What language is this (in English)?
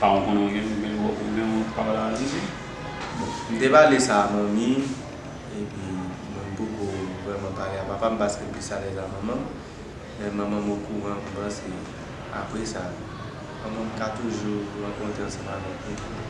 Haitian Creole